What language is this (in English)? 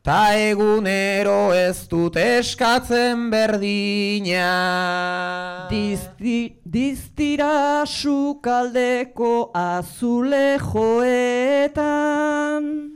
Basque